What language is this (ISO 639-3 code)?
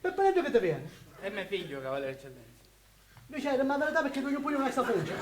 scn